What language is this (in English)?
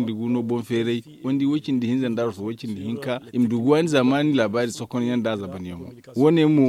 Zarma